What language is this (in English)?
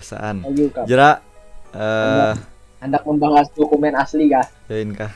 Banjar